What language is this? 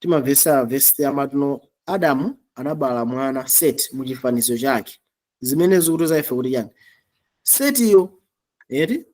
Nyanja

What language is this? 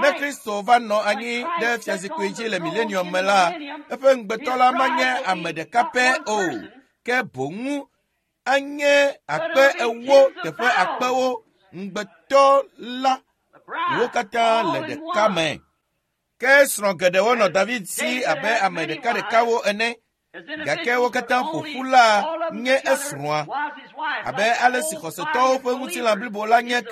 Ewe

